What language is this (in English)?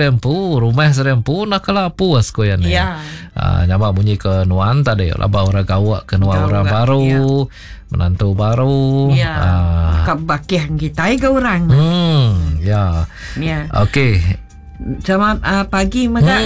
Iban